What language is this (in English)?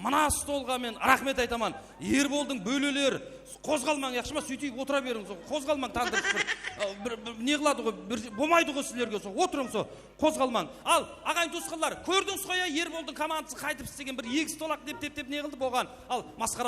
Kara-Kalpak